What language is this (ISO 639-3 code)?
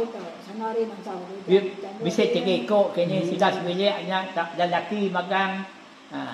iba